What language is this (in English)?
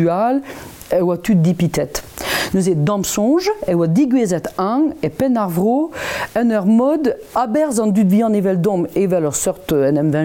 Breton